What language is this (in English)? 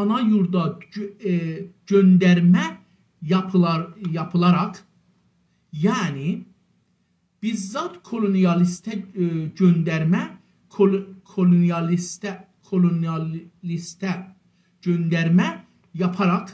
South Azerbaijani